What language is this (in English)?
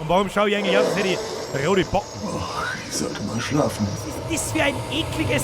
Bavarian